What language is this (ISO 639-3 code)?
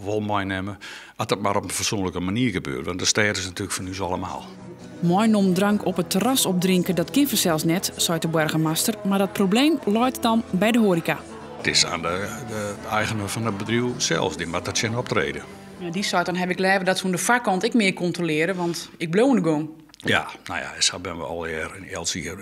fry